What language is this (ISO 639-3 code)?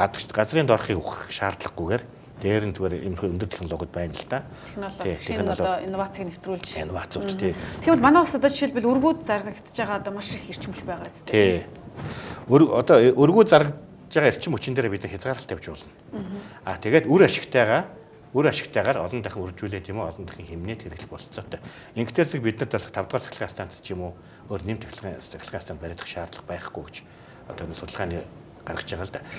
mon